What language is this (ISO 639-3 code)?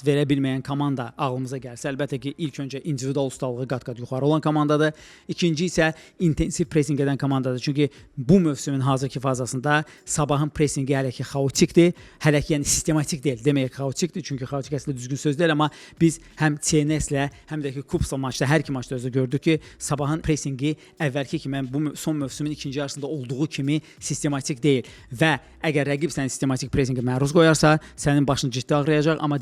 aze